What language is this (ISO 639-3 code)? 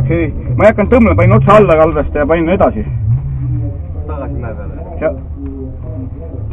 est